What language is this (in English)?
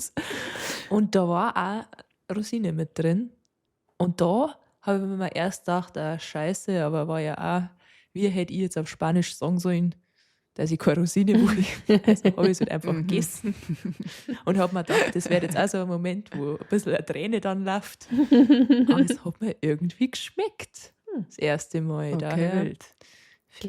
Bavarian